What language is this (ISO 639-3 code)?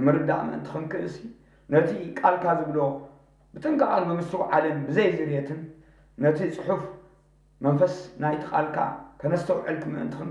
tir